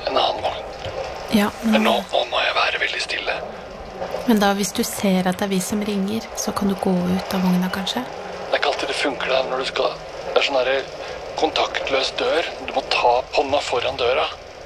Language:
Norwegian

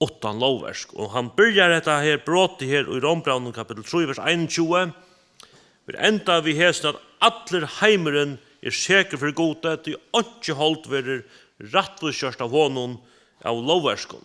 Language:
Faroese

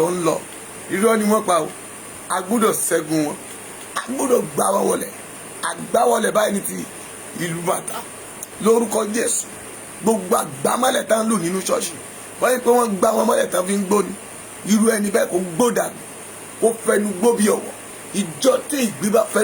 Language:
Yoruba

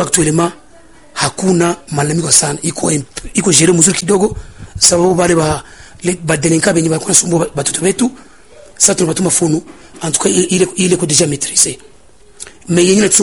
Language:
Swahili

